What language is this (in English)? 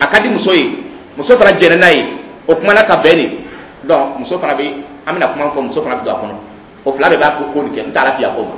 Dyula